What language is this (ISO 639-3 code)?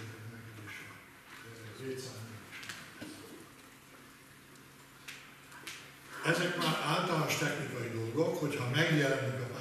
hun